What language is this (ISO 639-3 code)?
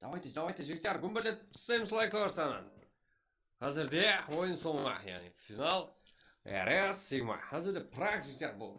kaa